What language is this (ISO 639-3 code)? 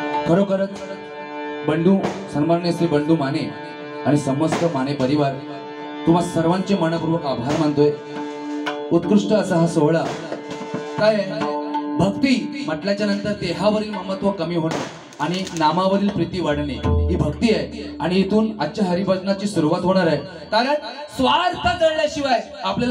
mar